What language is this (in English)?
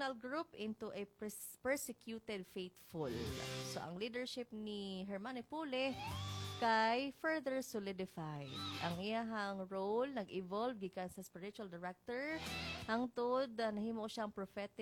Cebuano